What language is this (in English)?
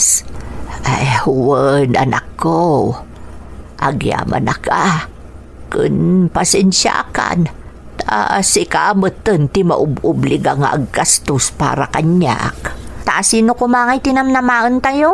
Iloko